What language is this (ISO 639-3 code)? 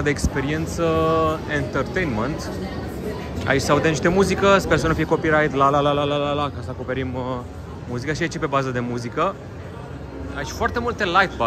ron